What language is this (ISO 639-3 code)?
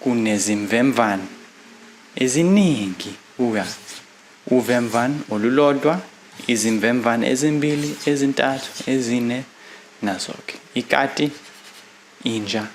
zul